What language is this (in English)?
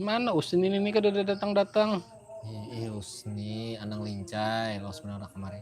Banjar